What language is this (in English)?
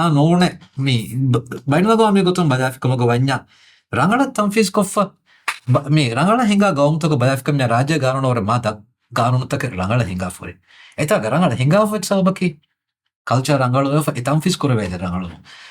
Divehi